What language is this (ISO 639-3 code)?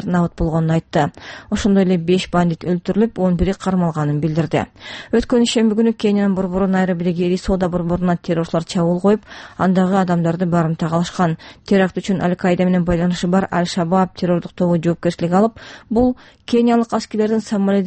kir